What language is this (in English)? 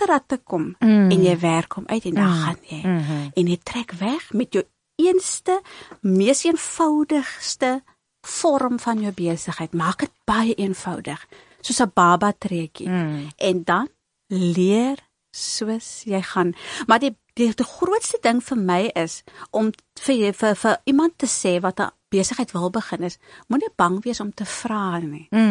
Afrikaans